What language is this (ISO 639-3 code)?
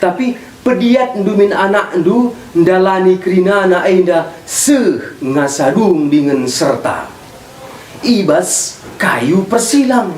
btx